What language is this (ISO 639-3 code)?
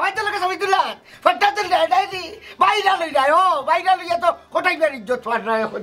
syl